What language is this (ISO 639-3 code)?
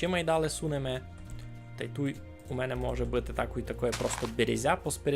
rue